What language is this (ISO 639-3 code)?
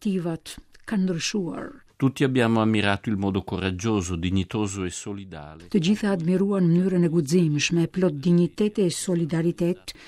sqi